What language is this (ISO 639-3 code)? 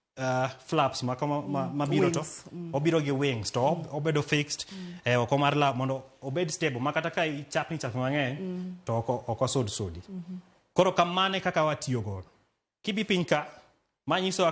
luo